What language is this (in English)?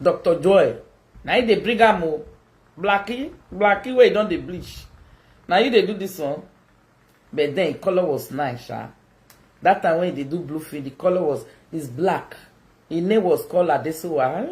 Nigerian Pidgin